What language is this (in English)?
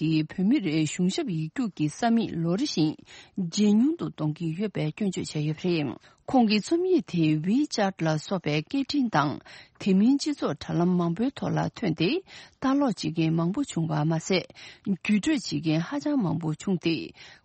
Tibetan